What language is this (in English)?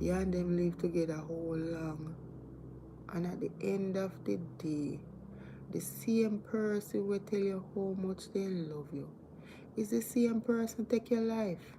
Jamaican Creole English